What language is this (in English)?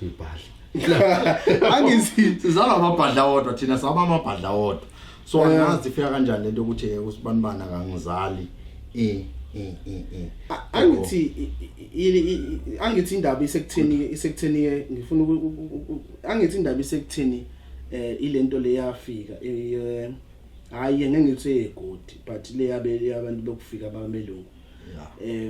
Zulu